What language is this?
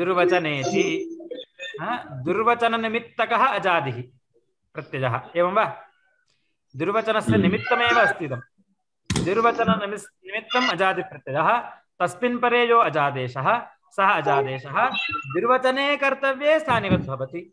Sanskrit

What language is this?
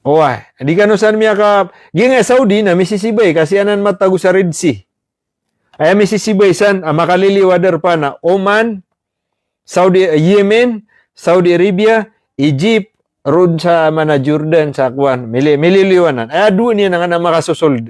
Maranao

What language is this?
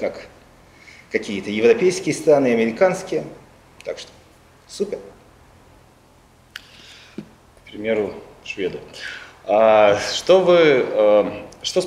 Russian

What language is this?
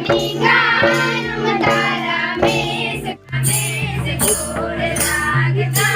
Sadri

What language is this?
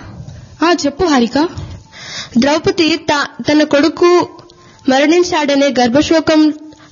Telugu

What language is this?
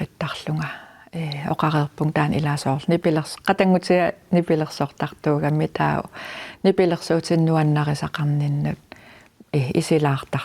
Kalaallisut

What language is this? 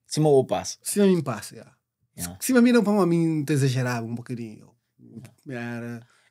Kabuverdianu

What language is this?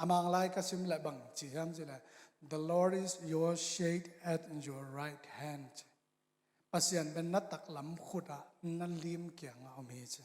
Tedim Chin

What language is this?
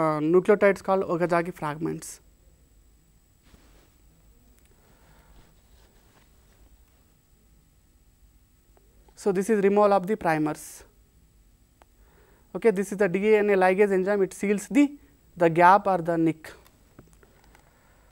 English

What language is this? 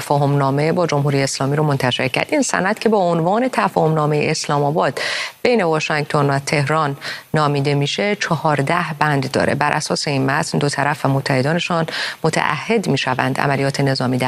Persian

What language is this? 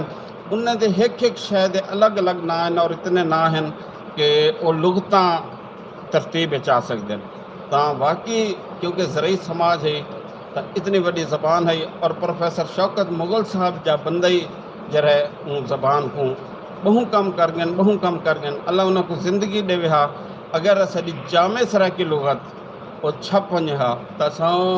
Saraiki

